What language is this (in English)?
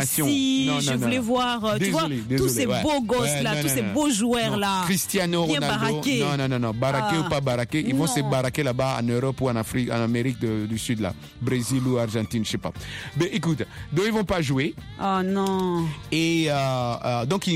French